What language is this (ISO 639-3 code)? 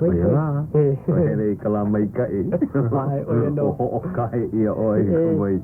haw